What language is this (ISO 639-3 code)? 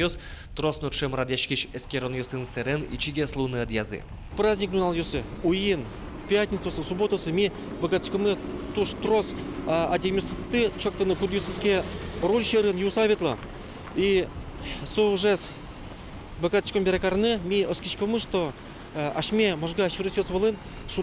udm